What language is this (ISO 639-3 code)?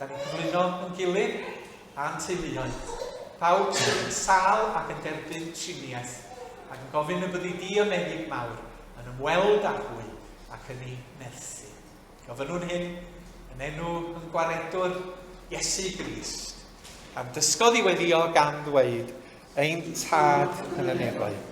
cym